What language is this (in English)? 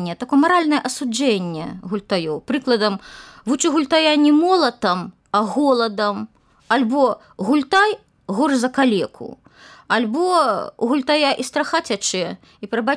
Belarusian